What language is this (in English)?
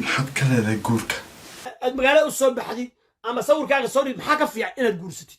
Somali